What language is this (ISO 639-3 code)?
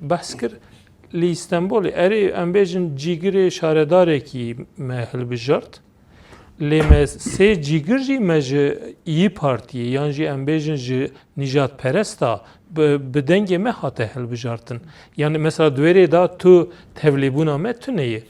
kur